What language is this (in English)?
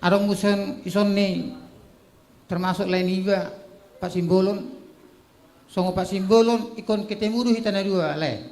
Batak Toba